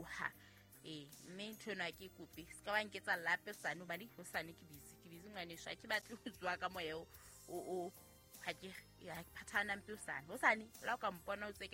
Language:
Southern Sotho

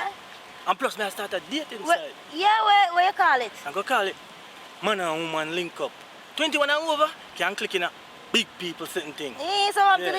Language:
Jamaican Creole English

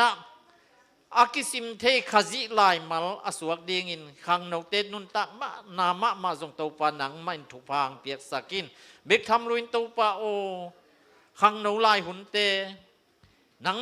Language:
Tedim Chin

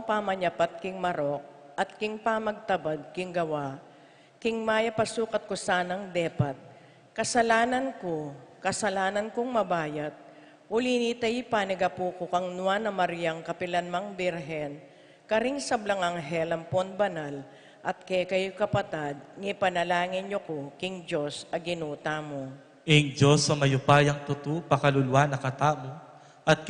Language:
Pampanga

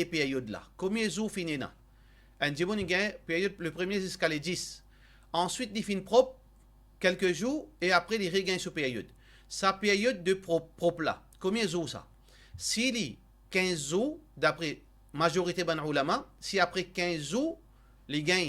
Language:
Morisyen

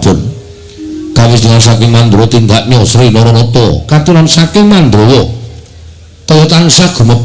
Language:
Javanese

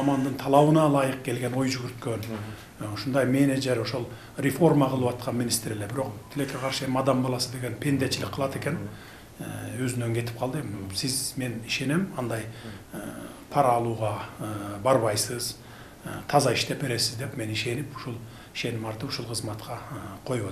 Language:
Kyrgyz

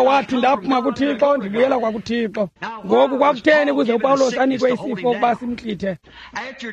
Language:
Xhosa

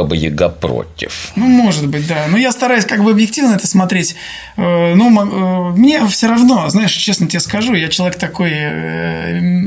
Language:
Russian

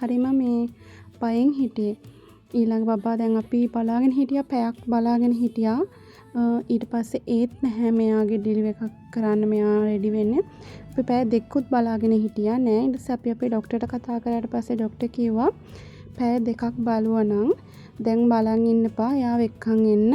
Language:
Sinhala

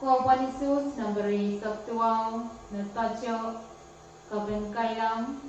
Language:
Pohnpeian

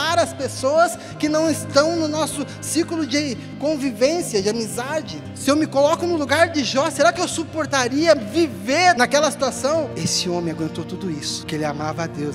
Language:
Portuguese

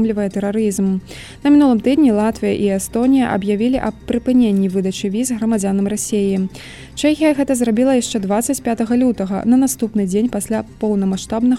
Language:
Belarusian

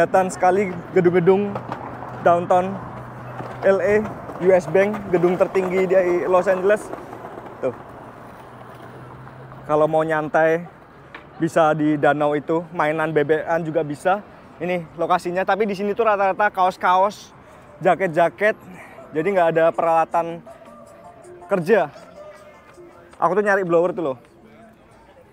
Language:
Indonesian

